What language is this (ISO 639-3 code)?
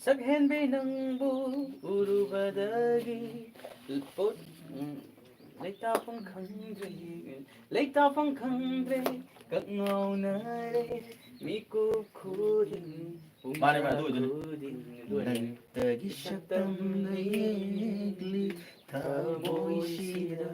mni